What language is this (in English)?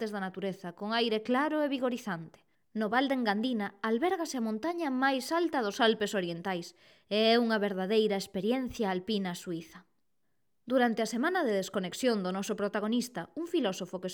Galician